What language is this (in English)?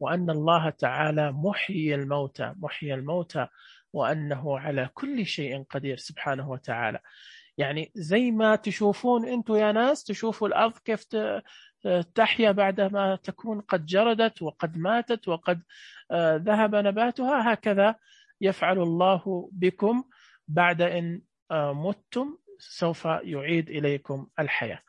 Najdi Arabic